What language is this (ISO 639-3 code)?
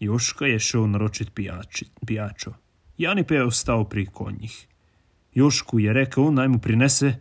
slv